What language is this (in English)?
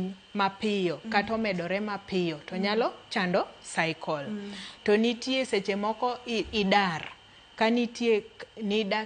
Luo (Kenya and Tanzania)